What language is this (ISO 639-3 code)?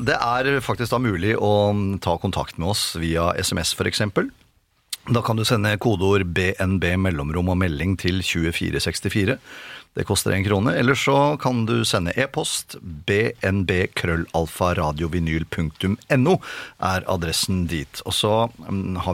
nor